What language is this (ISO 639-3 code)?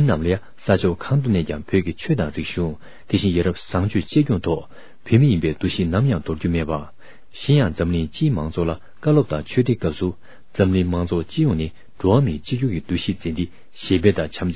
bod